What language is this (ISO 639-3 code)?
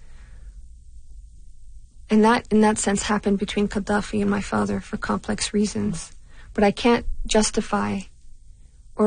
eng